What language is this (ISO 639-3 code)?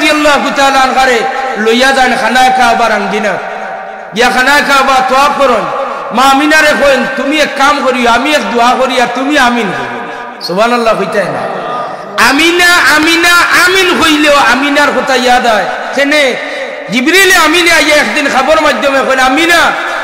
syl